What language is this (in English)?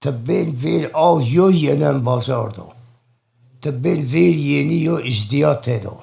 Zaza